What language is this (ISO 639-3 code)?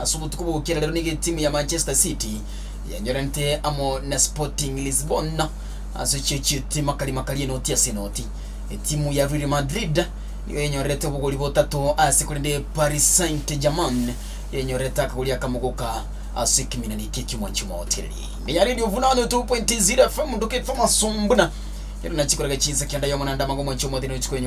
guz